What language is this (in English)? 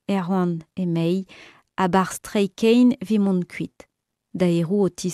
Breton